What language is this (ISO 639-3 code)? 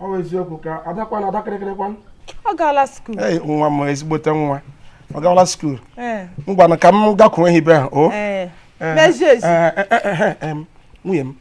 ibo